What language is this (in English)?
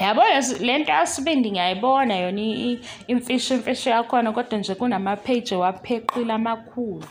Zulu